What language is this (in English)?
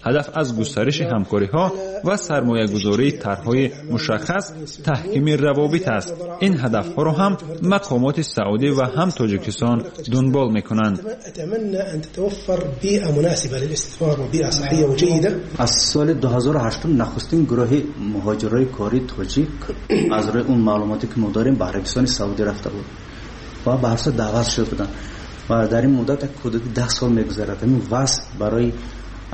Tajik